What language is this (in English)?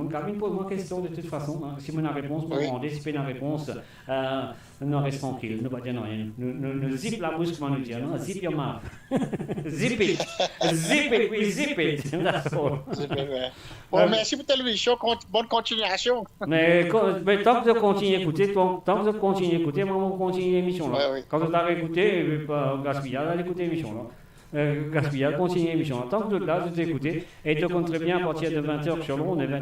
Morisyen